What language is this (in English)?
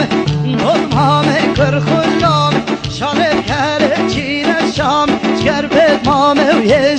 Kurdish